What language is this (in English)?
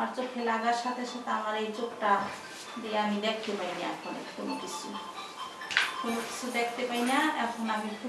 Bangla